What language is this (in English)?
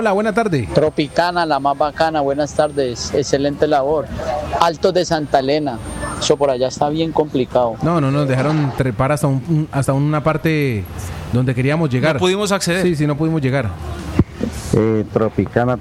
Spanish